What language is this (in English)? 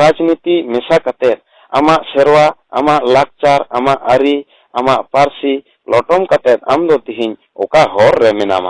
Santali